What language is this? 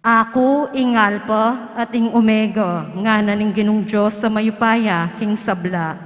Pampanga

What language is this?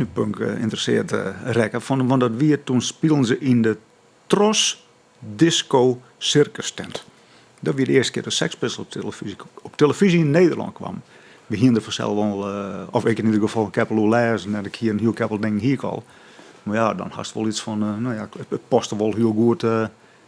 Western Frisian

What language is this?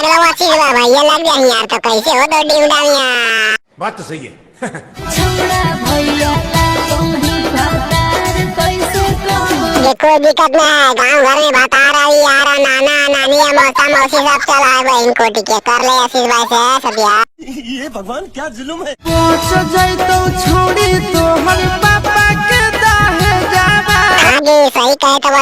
Magahi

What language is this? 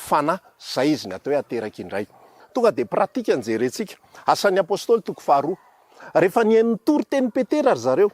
Malagasy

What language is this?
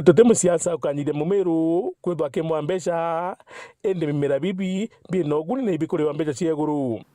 Meru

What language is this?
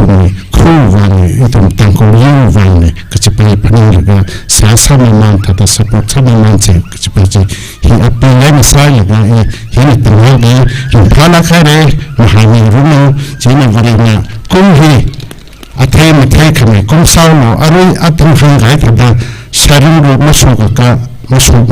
Tangkhul Naga (India)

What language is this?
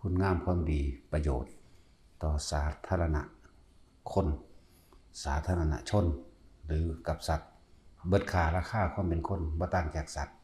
Northeastern Thai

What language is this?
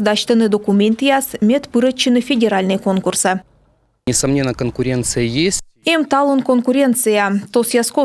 Komi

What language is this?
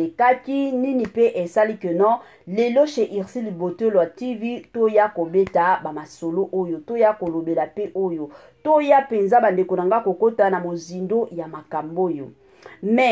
Lingala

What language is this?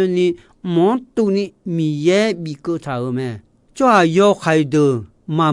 Akha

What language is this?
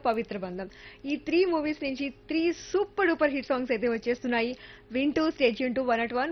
Telugu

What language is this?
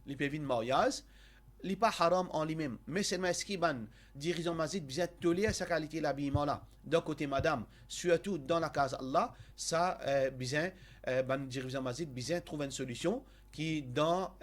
Morisyen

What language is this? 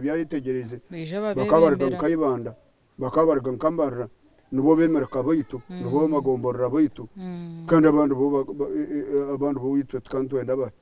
Nyankole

